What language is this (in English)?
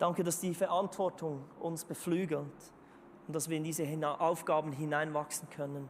Swiss German